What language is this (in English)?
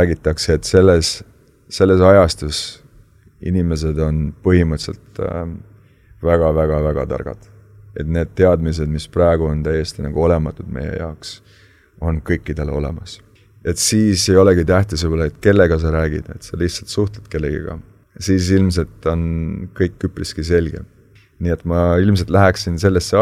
Estonian